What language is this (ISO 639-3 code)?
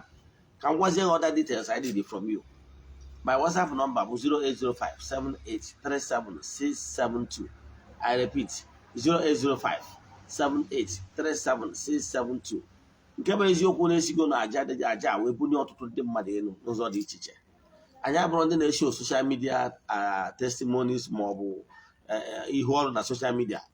ibo